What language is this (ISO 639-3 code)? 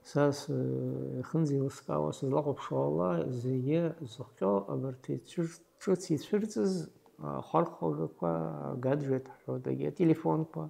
abk